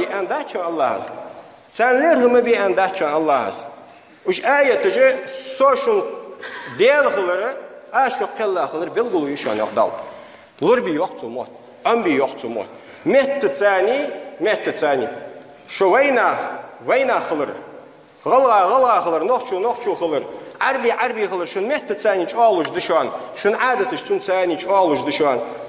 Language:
Ingush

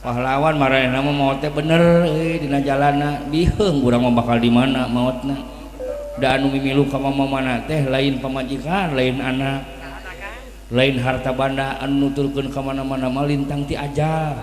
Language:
Sundanese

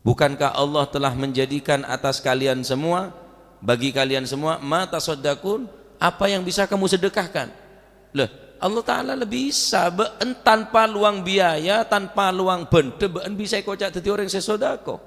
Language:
Madurese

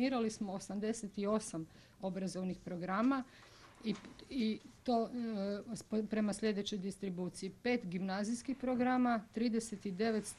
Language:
Croatian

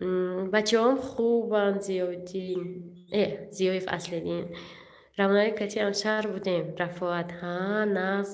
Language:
Tajik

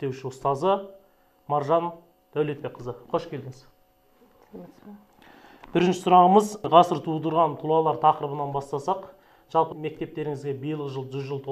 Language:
Kazakh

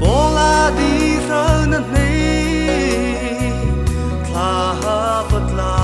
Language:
Mara Chin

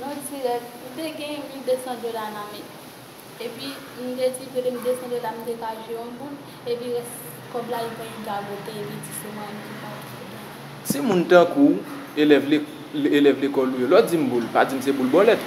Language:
Haitian Creole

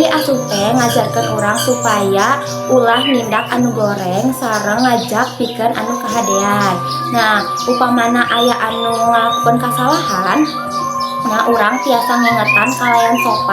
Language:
Sundanese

